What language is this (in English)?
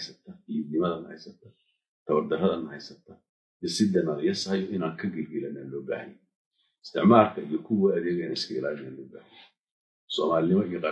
Somali